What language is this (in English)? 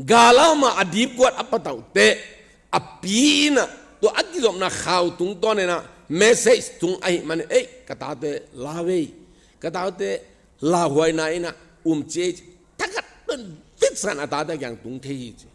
Tedim Chin